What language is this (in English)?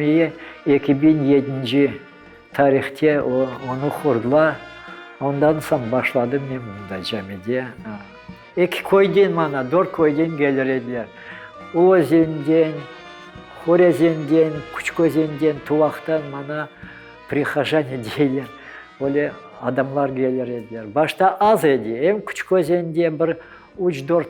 Crimean Tatar